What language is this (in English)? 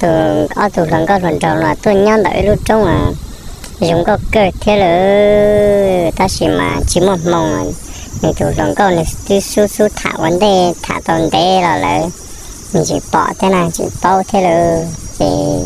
Hmong